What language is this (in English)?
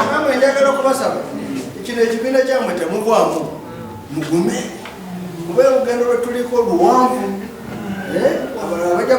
Ganda